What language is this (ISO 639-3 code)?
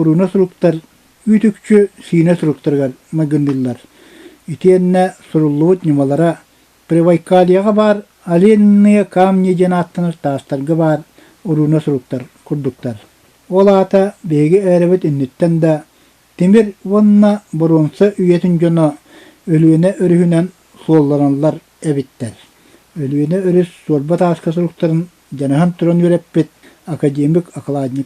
sah